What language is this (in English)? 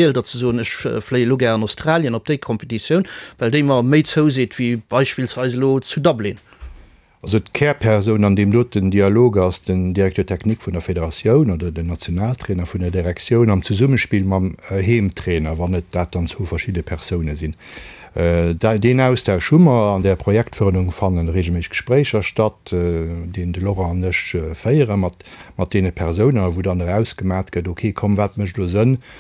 Luxembourgish